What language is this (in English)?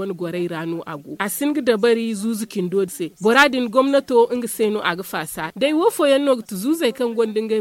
Zarma